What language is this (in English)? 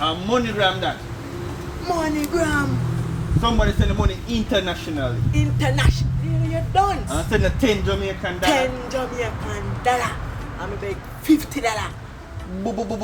Jamaican Creole English